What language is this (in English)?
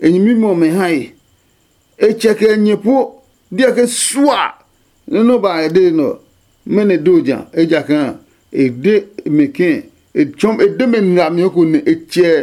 Adangme